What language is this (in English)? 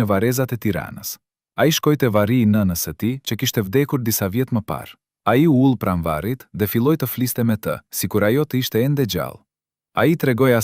Albanian